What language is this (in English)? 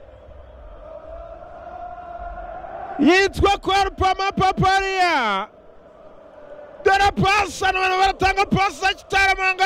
Kinyarwanda